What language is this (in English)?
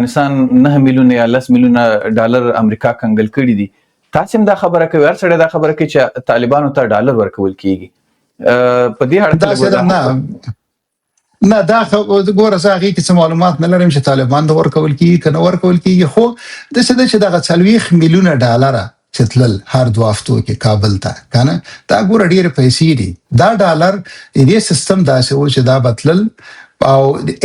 Pashto